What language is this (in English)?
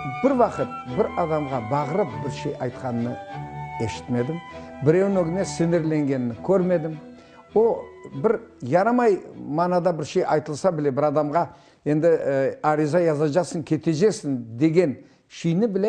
Crimean Tatar